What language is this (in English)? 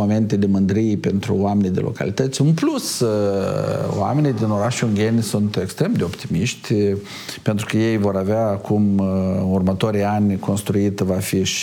Romanian